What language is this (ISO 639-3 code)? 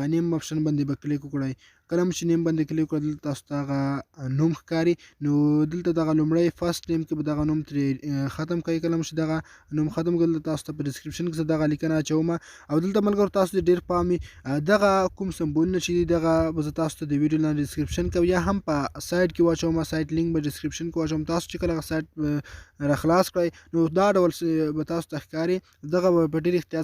pus